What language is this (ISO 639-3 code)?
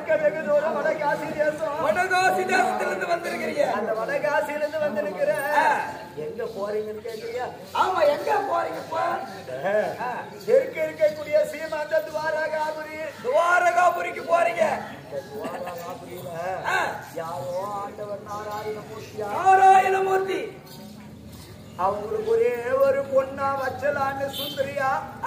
tam